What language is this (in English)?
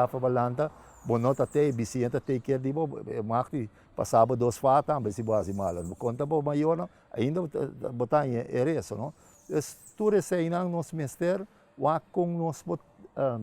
Papiamento